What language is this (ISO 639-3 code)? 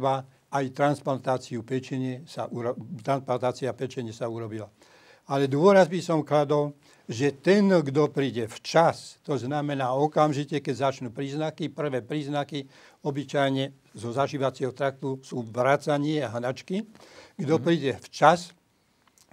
slk